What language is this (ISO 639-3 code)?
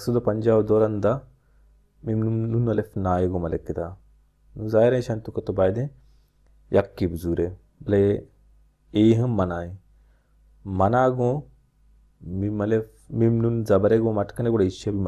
bal